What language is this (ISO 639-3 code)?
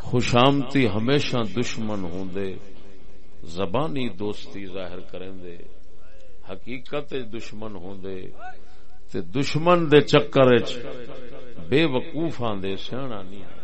skr